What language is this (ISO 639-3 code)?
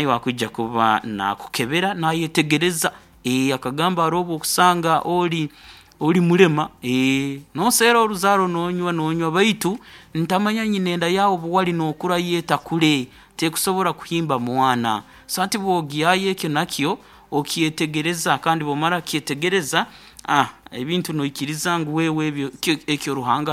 nyn